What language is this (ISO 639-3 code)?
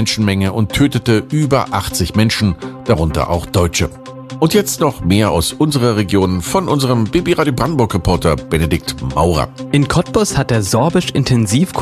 deu